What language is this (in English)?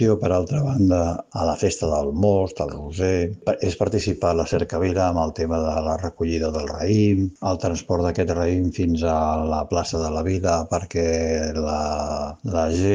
Catalan